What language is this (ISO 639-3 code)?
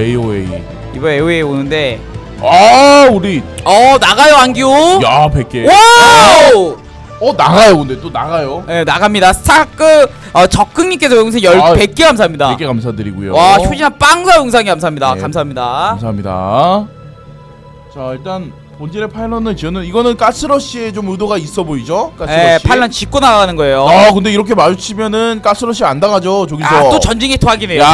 kor